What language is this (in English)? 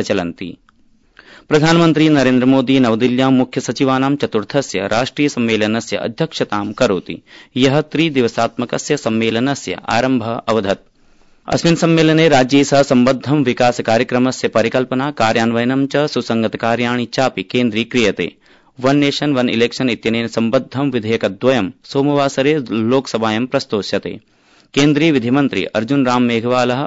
Sanskrit